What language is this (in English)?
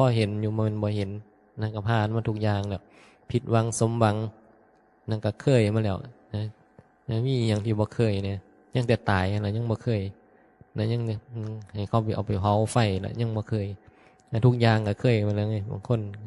Northeastern Thai